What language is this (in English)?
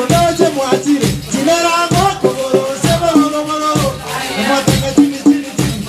Gusii